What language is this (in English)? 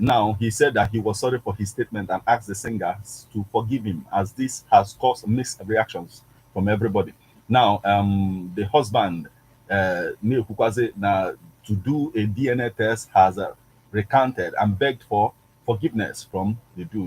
Igbo